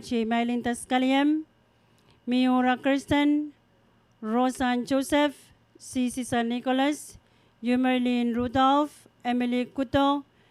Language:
Pohnpeian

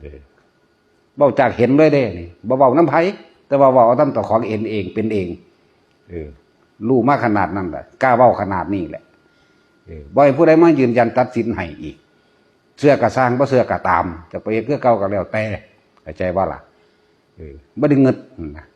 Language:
Northeastern Thai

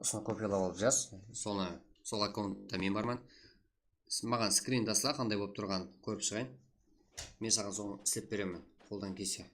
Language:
Kara-Kalpak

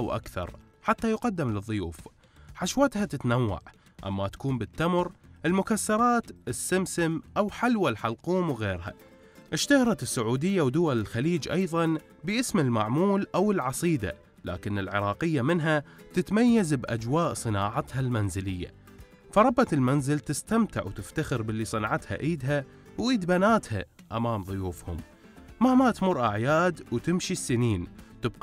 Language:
Mesopotamian Arabic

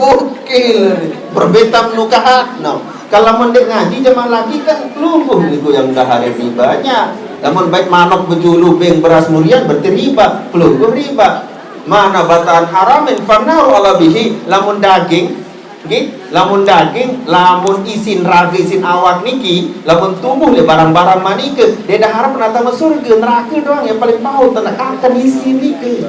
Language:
Sasak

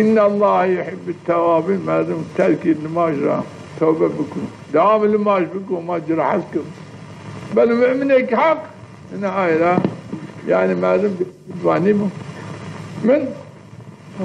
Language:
Zaza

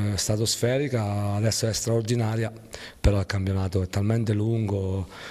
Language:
Italian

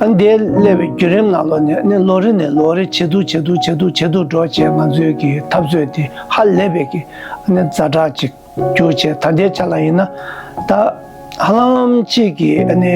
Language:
Tibetan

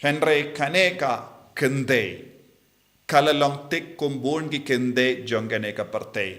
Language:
Khasi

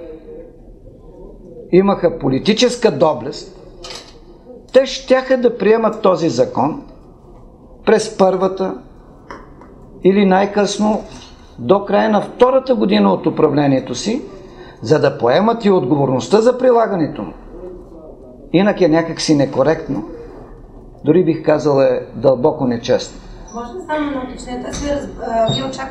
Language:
Bulgarian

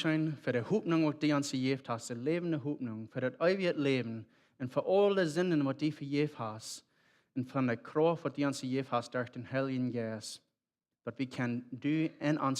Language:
Plautdietsch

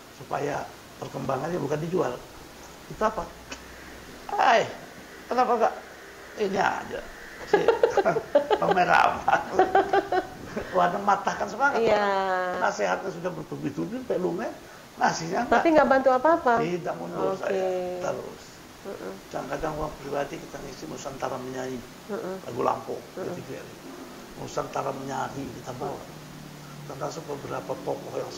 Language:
Indonesian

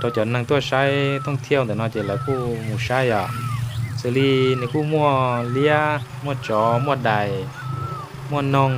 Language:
Hmong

